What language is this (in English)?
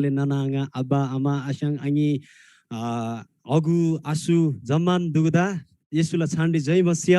Eastern Tamang